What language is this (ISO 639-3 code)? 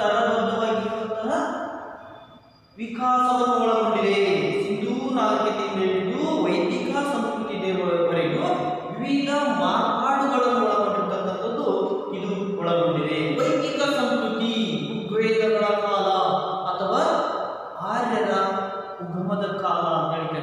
kan